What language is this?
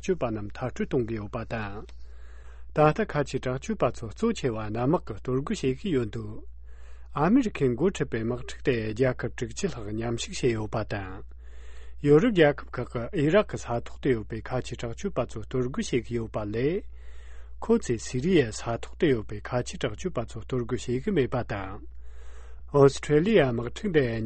Tibetan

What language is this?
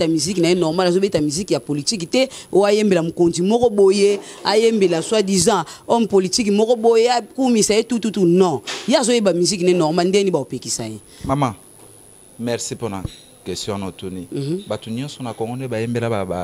Lingala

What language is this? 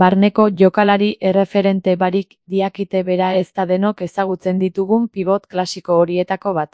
Basque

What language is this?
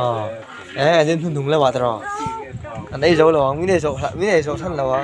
Mizo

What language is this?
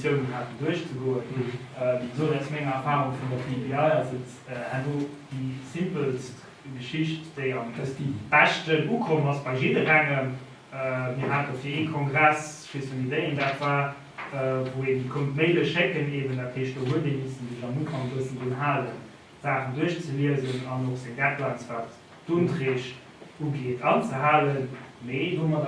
Luxembourgish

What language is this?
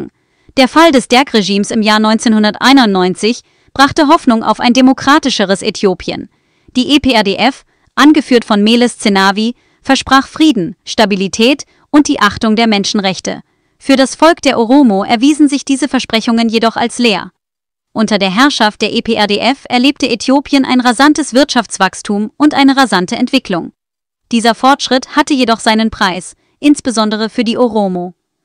German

